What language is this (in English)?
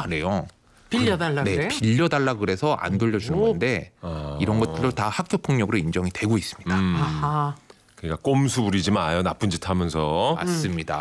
Korean